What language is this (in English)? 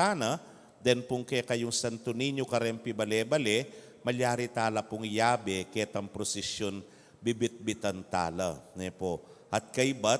Pampanga